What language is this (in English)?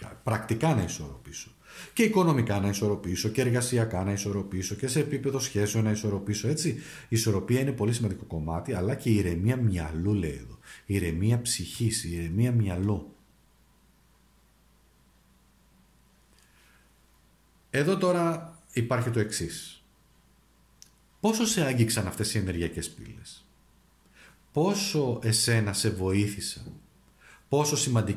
Greek